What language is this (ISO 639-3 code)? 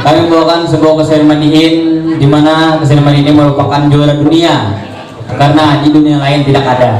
bjn